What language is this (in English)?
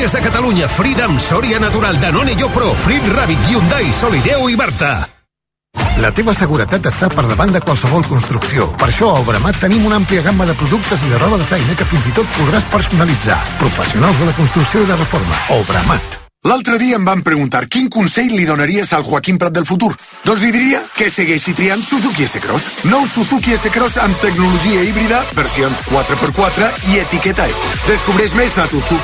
Catalan